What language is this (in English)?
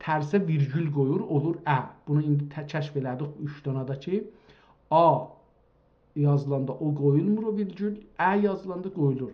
South Azerbaijani